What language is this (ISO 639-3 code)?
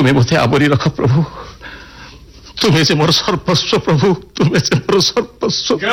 ori